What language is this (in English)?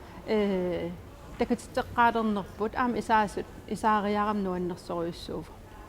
Kalaallisut